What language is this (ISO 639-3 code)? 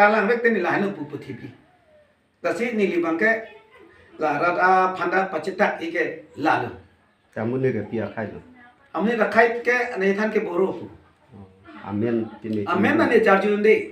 mjw